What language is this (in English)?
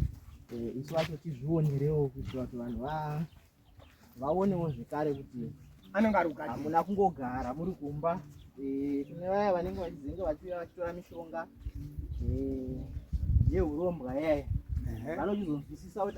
Shona